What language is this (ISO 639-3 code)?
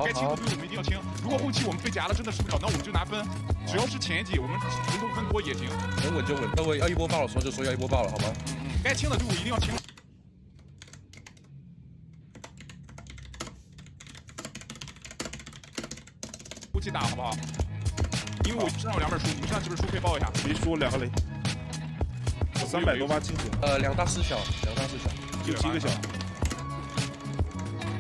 zho